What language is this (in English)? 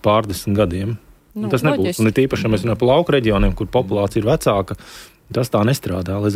Latvian